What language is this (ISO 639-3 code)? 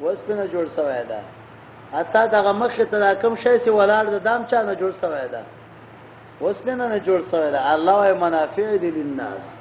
pus